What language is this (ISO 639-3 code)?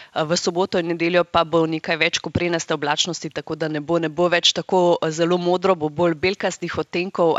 slv